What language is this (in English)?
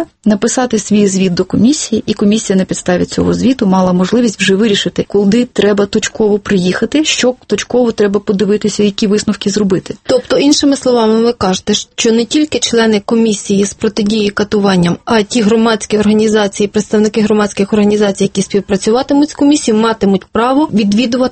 Ukrainian